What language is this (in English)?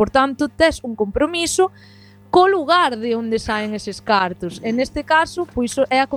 Galician